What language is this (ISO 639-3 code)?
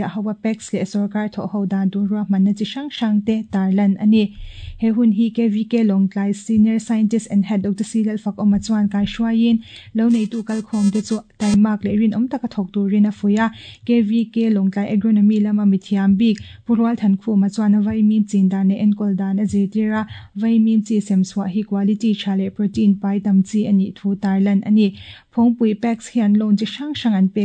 lus